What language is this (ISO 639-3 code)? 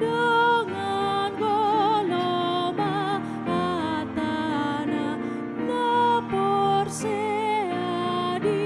bbc